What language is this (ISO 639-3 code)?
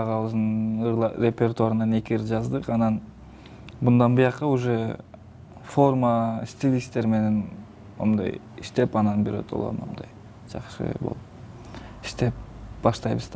kir